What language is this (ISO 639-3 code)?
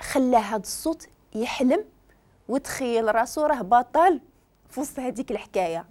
ary